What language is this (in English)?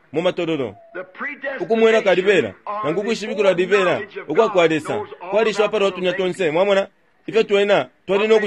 Bemba